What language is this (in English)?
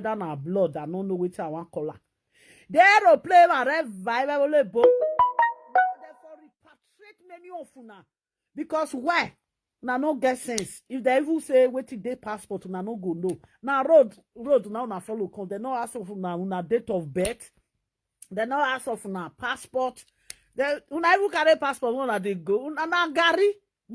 Nigerian Pidgin